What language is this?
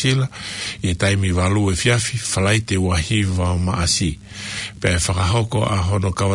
Tongan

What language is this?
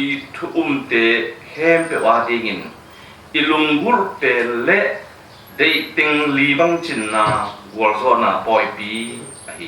Tedim Chin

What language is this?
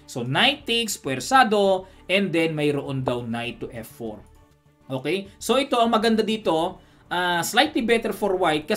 Filipino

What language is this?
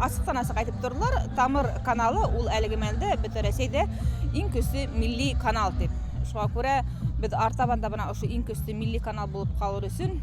Bashkir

